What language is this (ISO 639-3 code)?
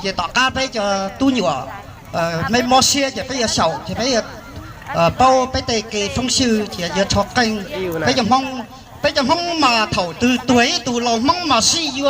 hmn